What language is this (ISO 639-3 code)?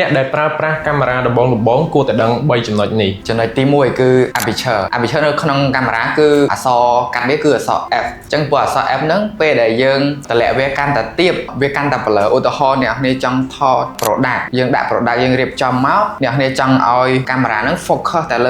khm